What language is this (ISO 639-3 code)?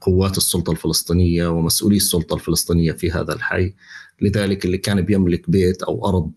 apc